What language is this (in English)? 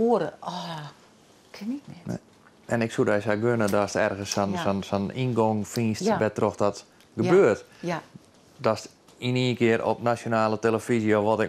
Western Frisian